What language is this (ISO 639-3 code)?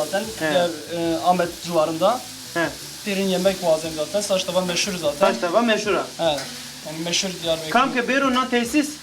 zza